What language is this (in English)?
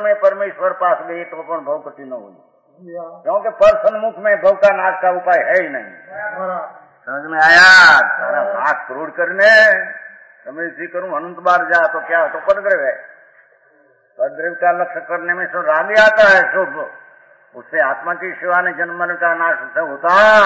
Hindi